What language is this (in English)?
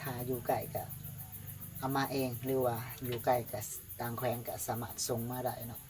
Lao